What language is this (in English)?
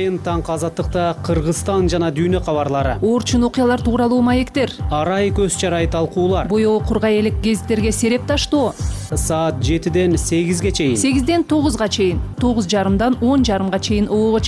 Kyrgyz